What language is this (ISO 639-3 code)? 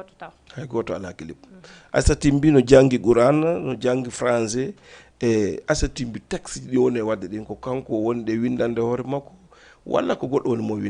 ful